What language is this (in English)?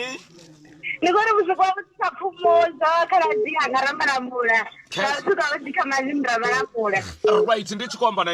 Venda